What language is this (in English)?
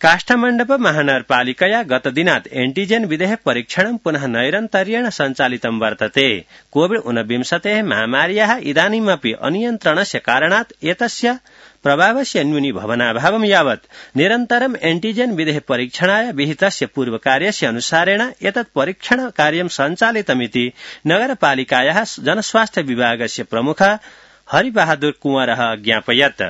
Sanskrit